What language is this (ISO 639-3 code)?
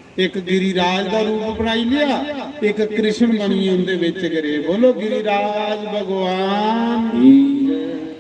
doi